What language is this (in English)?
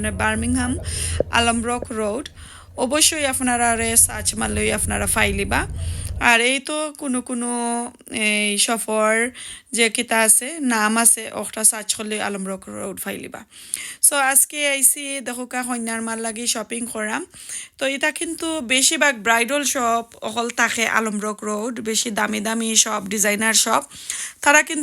Sylheti